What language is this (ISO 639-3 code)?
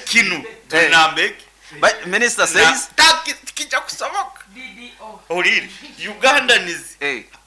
nyo